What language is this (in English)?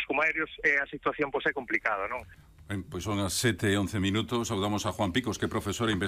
Galician